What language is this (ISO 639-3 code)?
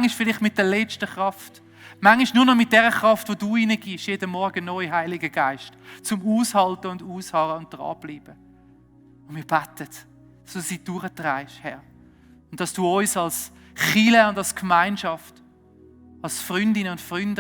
gsw